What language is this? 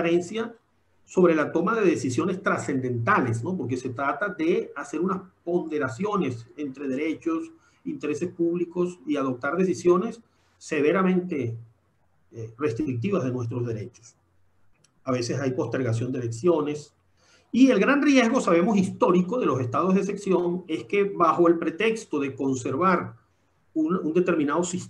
Spanish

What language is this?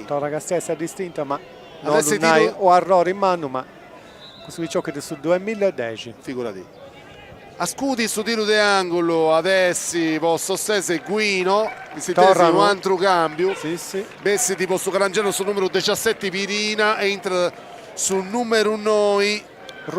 Sardinian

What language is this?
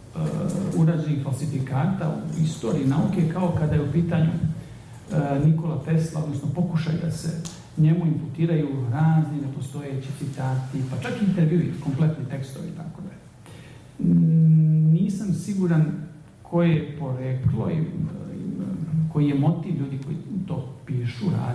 Serbian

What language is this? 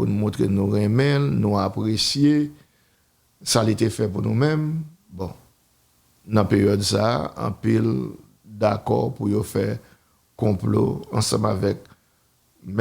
Haitian Creole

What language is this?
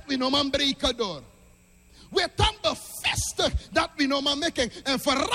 Sranan Tongo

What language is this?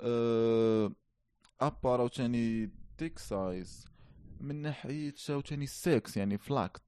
Moroccan Arabic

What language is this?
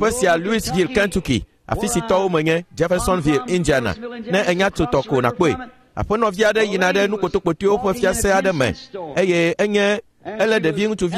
Ewe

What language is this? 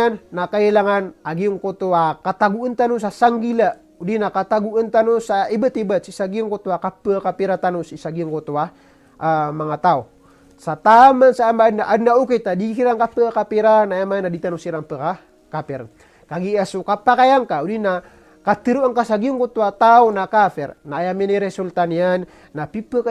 Maranao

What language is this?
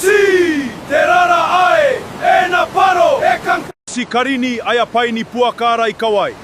Gilbertese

